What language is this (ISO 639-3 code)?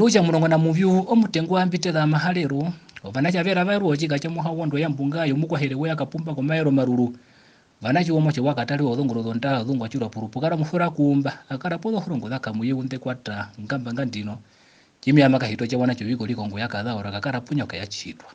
her